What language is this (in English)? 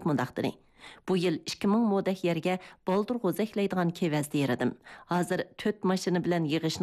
Uyghur